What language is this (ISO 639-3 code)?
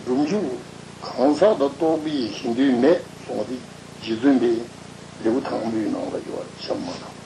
bod